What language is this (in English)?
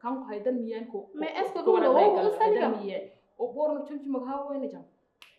Fula